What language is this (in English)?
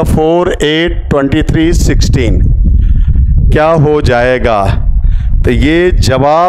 Hindi